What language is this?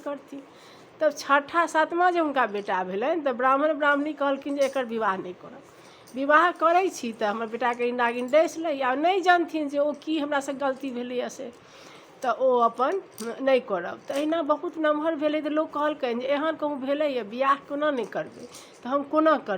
Maithili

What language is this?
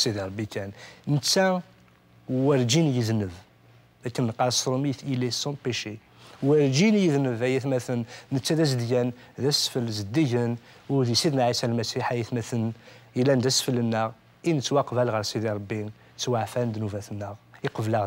Kabyle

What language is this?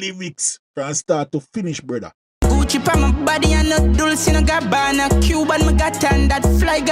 Jamaican Creole English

